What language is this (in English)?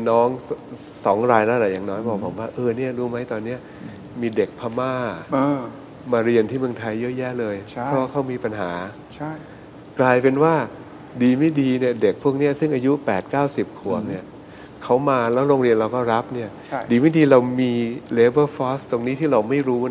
Thai